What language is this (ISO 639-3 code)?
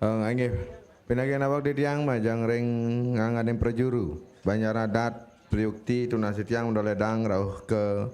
ban